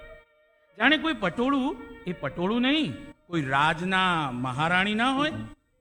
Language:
Gujarati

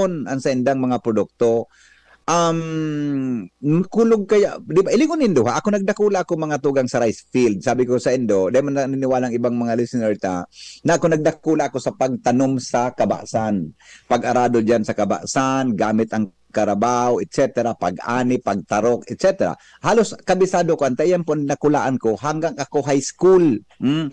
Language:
Bikol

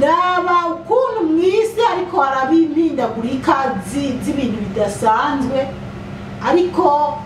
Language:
Rundi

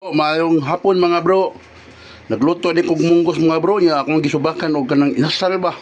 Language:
Cebuano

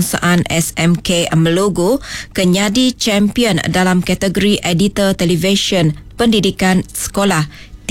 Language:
Iban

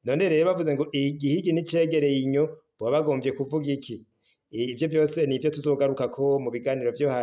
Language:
Rundi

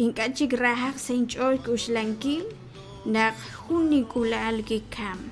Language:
Kekchí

